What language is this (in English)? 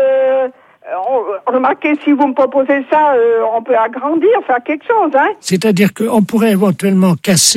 French